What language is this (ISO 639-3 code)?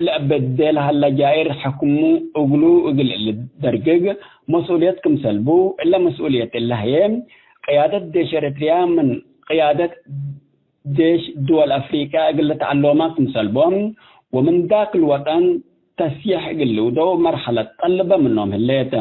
tig